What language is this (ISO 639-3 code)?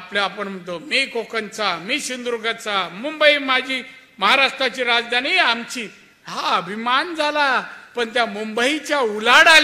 mar